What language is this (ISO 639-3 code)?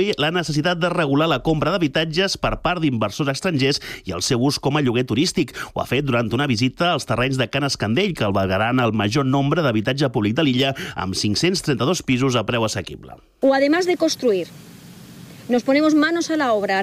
cat